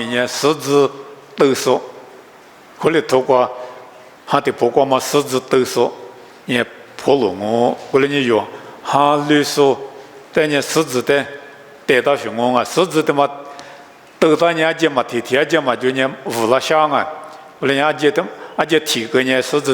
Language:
Lisu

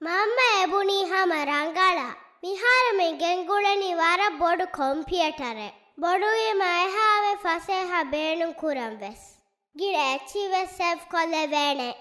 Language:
Divehi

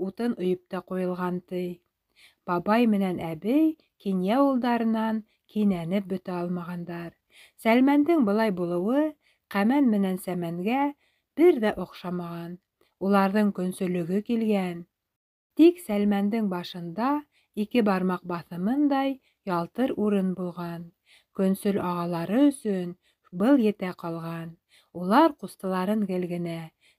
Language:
Bashkir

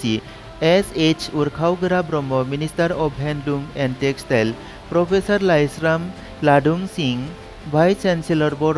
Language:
Bodo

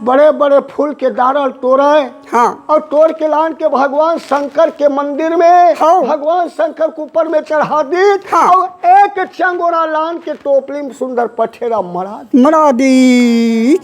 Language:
Chhattisgarhi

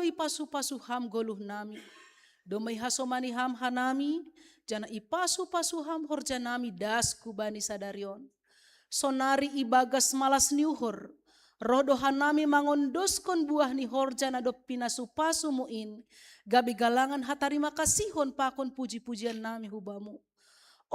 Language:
Batak Simalungun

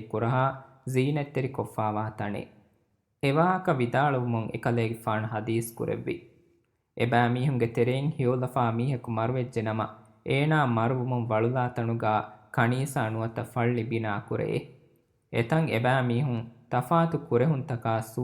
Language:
Divehi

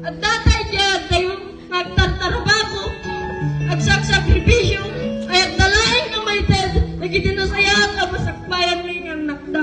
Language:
Iloko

